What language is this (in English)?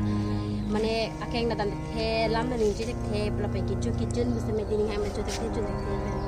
Karbi